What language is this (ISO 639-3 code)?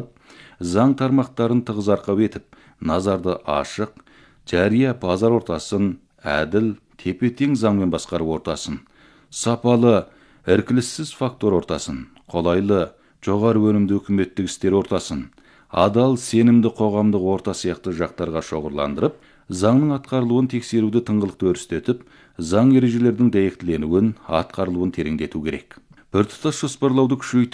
kaz